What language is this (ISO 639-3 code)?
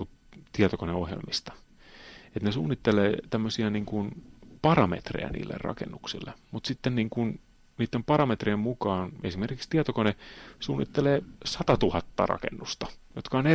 fin